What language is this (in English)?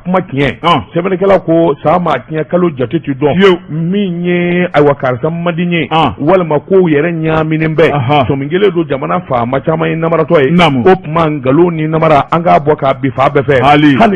Bambara